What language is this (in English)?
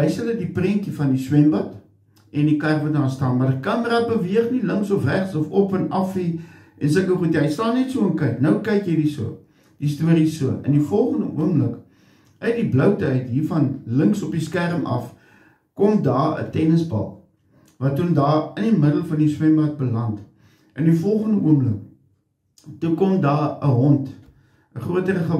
Afrikaans